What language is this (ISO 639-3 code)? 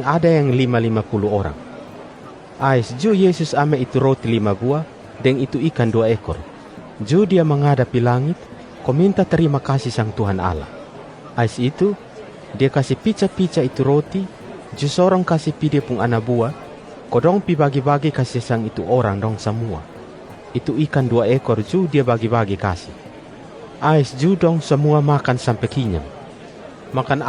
mkn